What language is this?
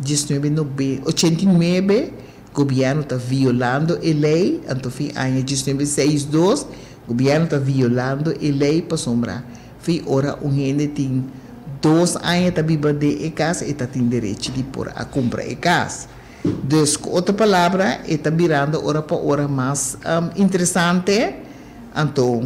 Papiamento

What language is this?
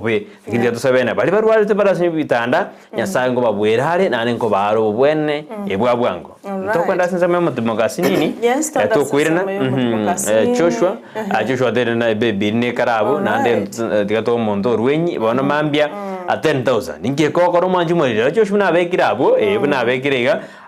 Gusii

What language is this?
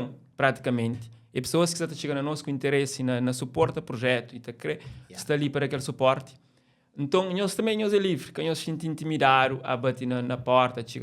Kabuverdianu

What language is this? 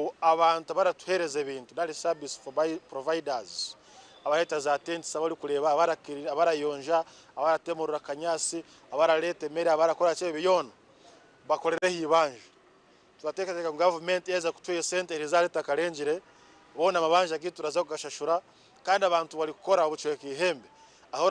Nyankole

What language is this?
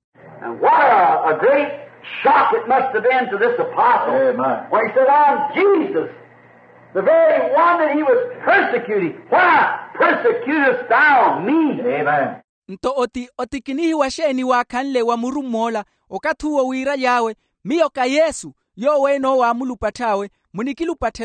Makhuwa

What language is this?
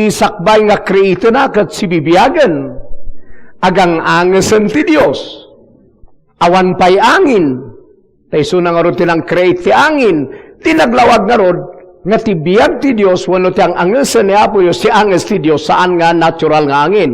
Iloko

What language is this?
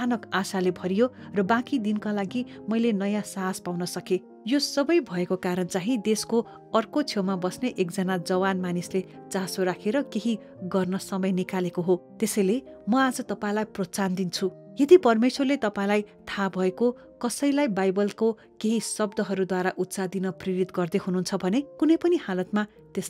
Nepali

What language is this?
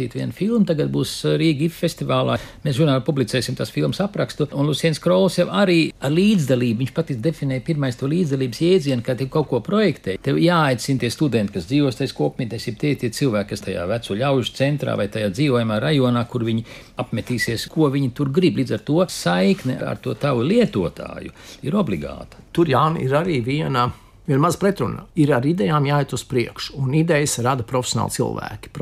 Latvian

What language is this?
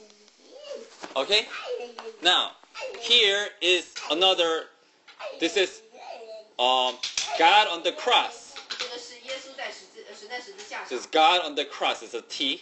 English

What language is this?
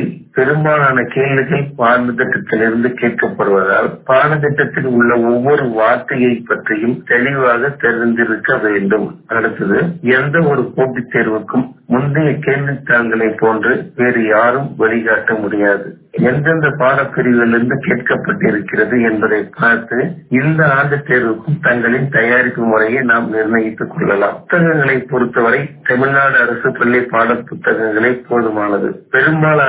Tamil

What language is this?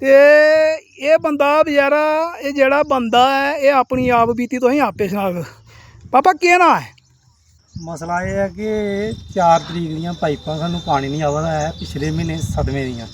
Dogri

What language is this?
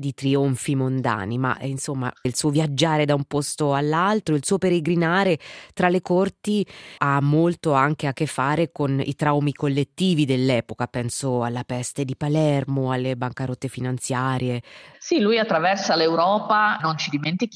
Italian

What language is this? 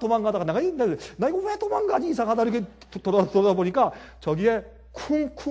Korean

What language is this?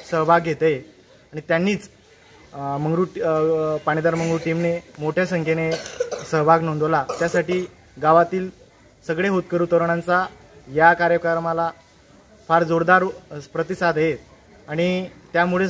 Marathi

